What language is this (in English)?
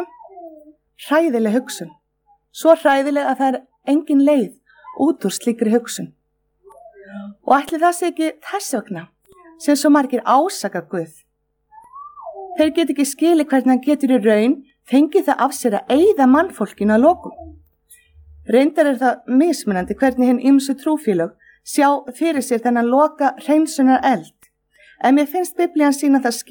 Icelandic